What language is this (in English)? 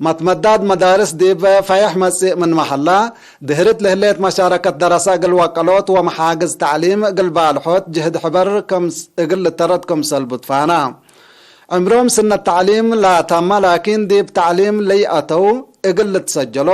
Tigre